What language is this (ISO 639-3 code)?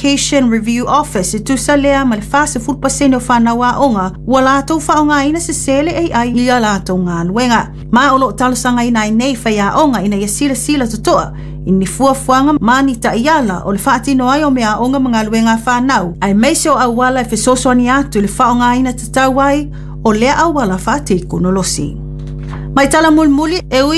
smo